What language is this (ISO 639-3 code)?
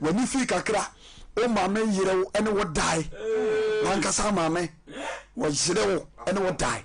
aka